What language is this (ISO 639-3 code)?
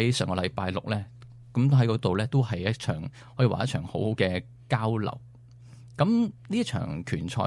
yue